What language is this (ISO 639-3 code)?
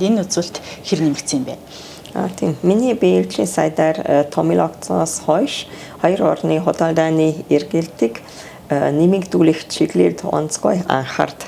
mon